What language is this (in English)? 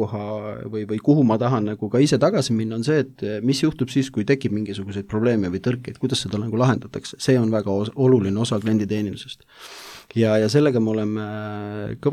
Estonian